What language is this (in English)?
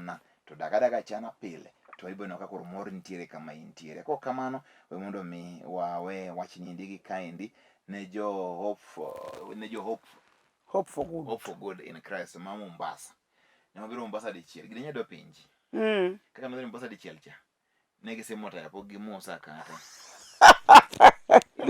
Luo (Kenya and Tanzania)